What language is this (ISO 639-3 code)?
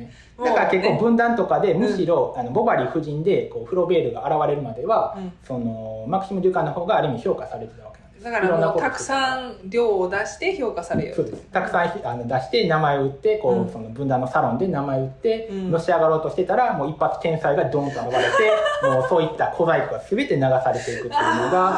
jpn